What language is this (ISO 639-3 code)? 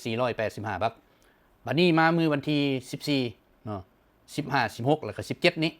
lao